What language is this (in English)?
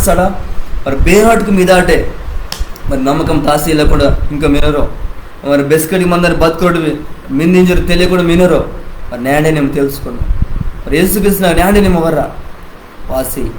Koya